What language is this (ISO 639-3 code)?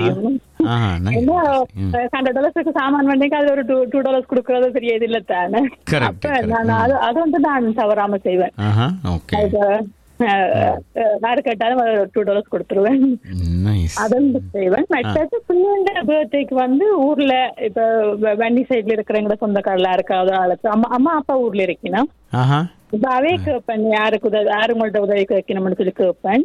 tam